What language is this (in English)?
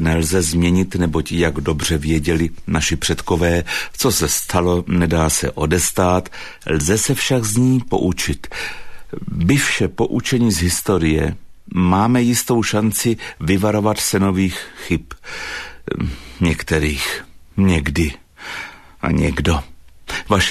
Czech